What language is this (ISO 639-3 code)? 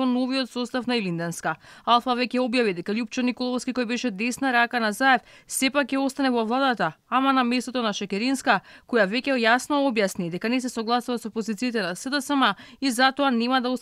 mkd